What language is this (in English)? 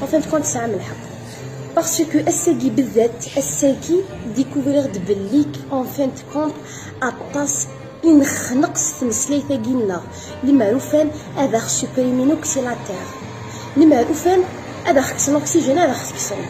Kabyle